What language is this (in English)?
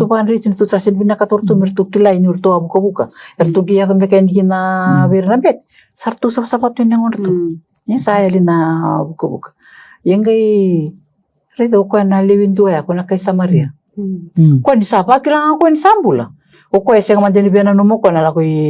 Fijian